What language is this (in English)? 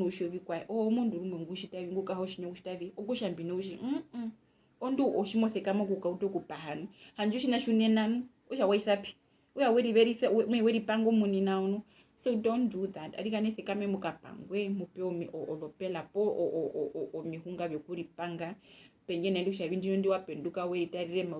Herero